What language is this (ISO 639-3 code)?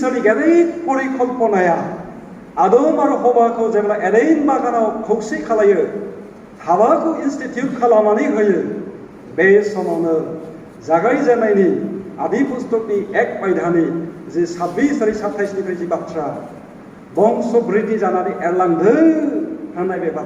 brx